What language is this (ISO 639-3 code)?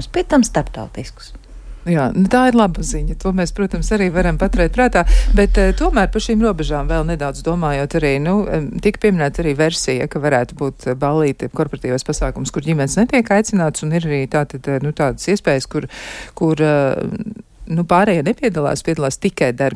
lav